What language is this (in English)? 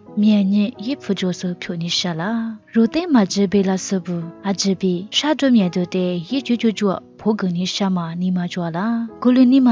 Lisu